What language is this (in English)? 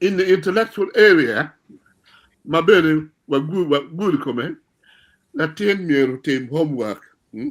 Acoli